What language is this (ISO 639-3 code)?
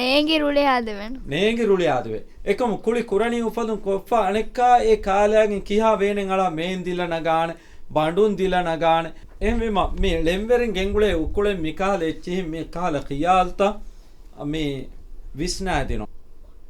div